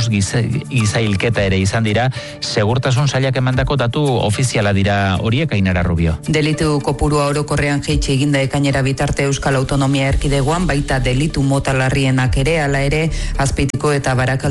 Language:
Basque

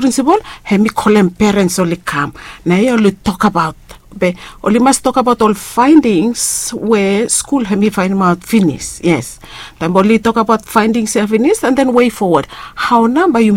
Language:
Bislama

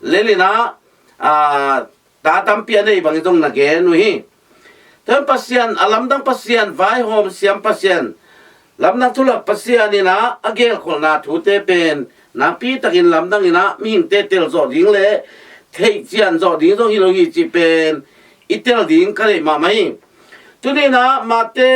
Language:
Tedim Chin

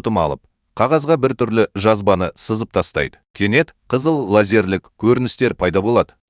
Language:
Kazakh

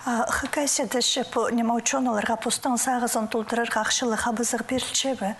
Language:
Khakas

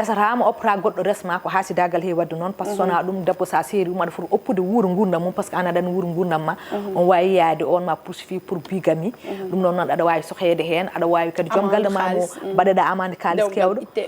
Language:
Fula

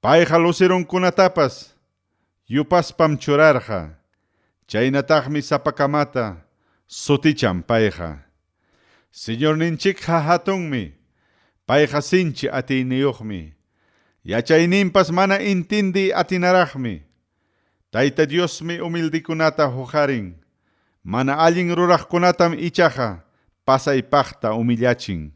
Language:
Ayacucho Quechua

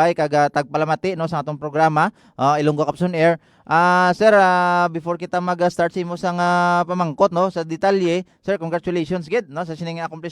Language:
Hiligaynon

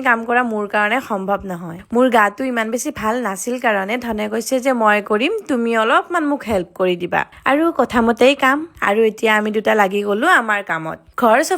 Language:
Assamese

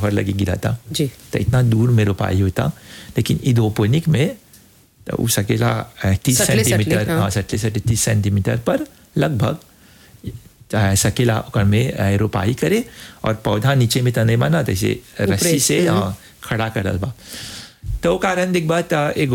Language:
Bhojpuri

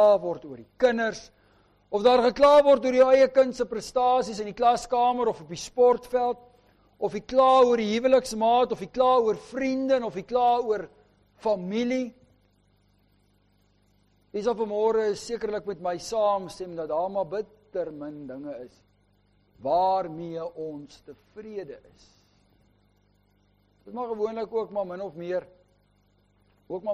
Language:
Afrikaans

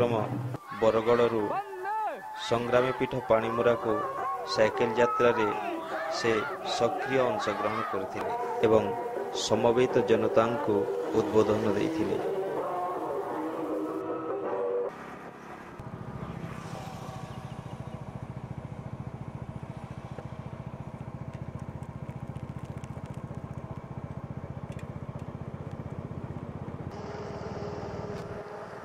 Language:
Odia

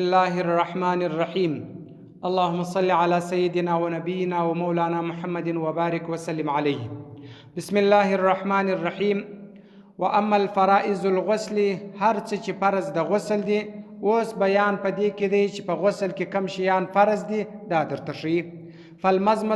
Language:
Pashto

